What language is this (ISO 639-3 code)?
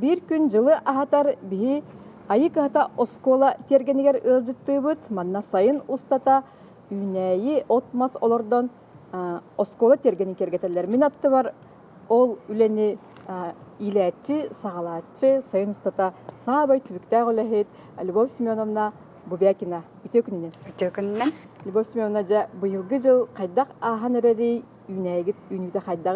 sah